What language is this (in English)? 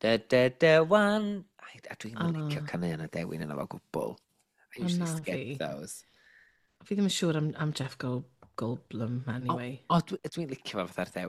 Welsh